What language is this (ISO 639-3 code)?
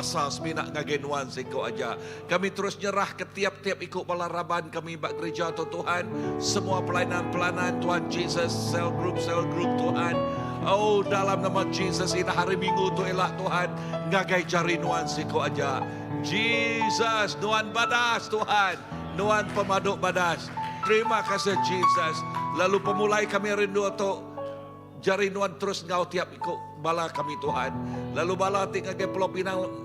iba